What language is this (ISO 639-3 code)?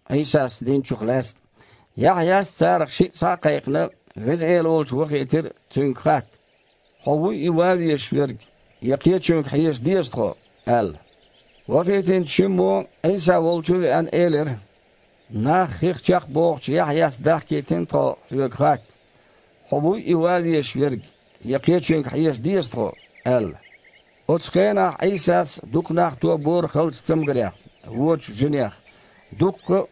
che